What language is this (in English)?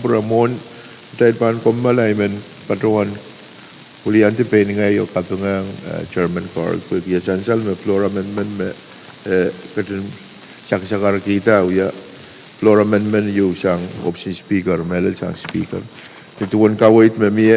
Pohnpeian